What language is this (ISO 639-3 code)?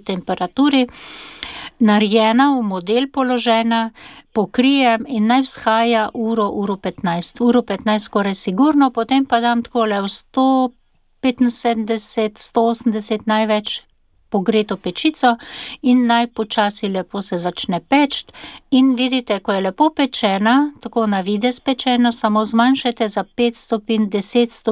slv